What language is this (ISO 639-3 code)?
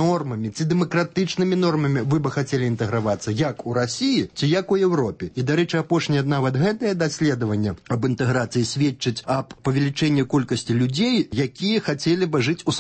bel